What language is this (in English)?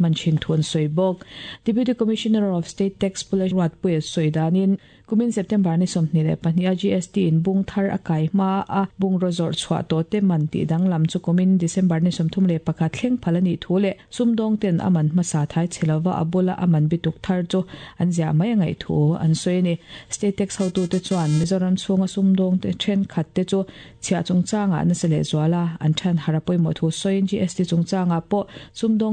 Mizo